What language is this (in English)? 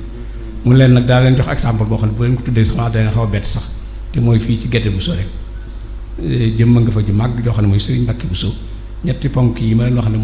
Wolof